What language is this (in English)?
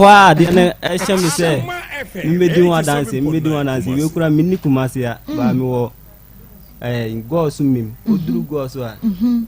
Akan